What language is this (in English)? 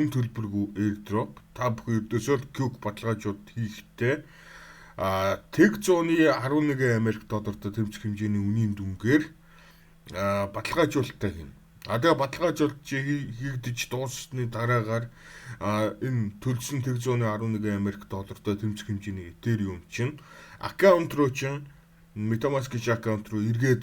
Mongolian